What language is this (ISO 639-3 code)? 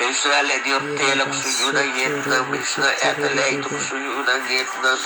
pap